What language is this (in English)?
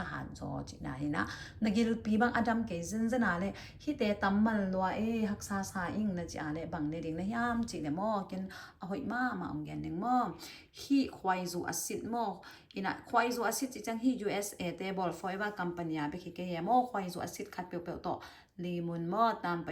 Tedim Chin